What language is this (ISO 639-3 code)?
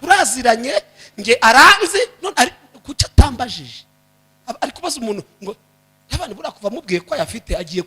kin